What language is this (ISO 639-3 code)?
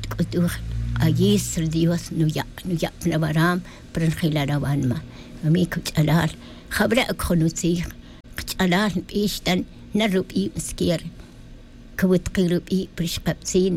tzj